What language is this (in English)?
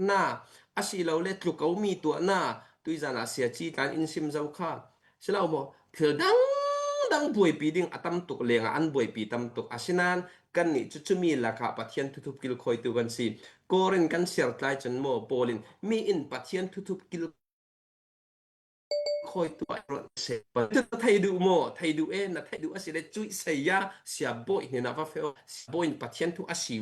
Falam Chin